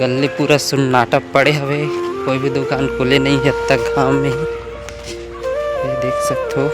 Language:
Chhattisgarhi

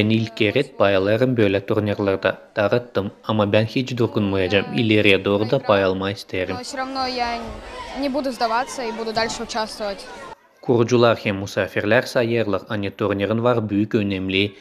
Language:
Gagauz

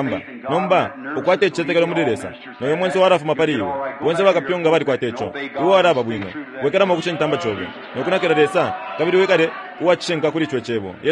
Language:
Bemba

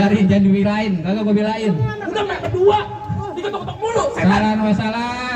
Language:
Betawi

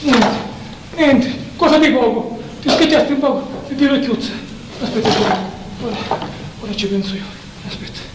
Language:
Sicilian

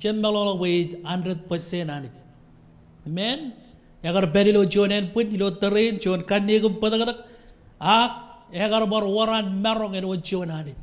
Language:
Marshallese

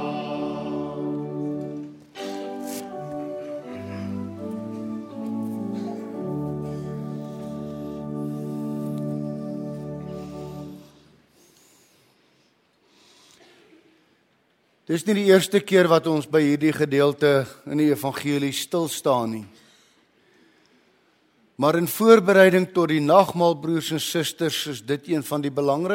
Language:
Afrikaans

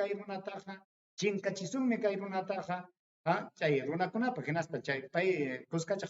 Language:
Ayacucho Quechua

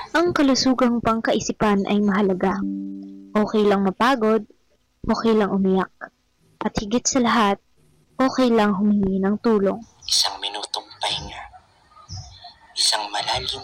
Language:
Filipino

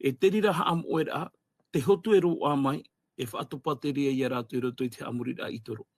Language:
Tahitian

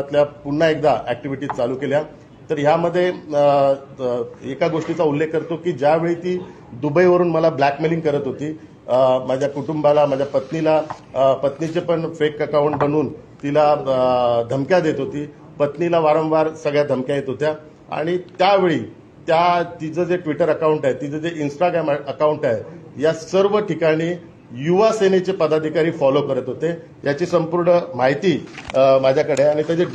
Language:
Marathi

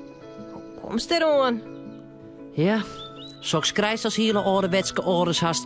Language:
Western Frisian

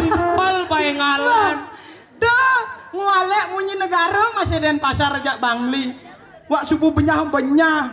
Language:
Balinese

